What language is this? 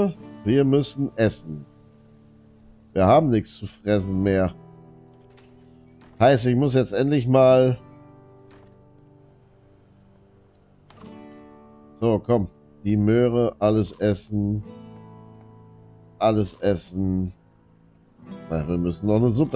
German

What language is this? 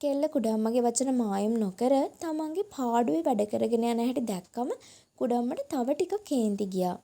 Sinhala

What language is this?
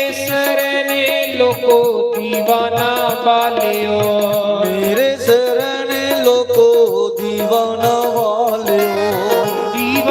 Dogri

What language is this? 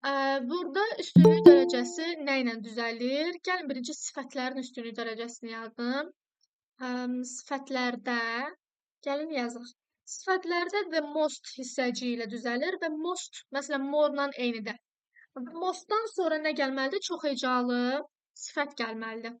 Azerbaijani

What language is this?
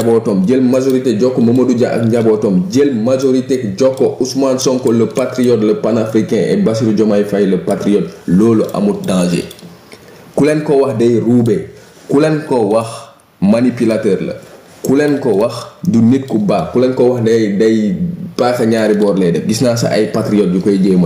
Wolof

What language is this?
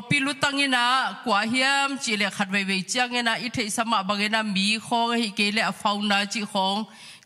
Tedim Chin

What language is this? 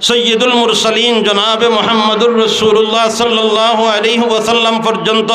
Sylheti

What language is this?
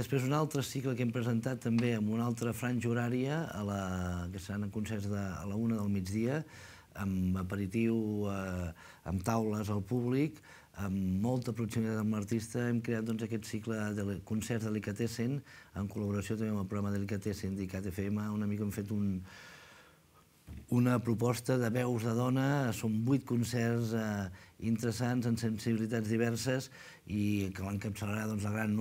Catalan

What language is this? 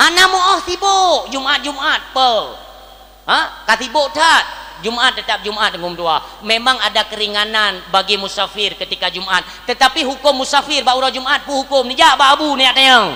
Achinese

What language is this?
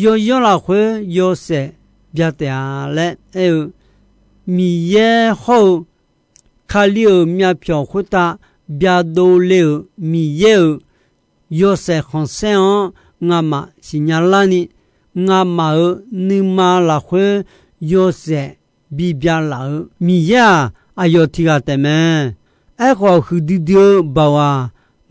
Akha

